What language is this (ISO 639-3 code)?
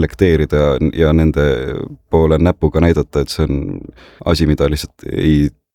est